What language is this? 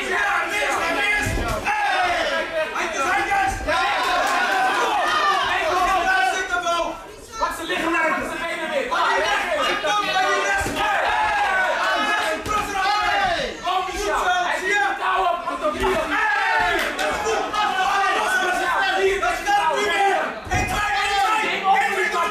Dutch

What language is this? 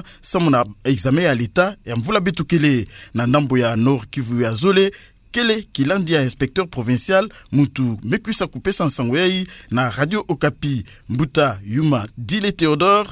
Kituba (Democratic Republic of Congo)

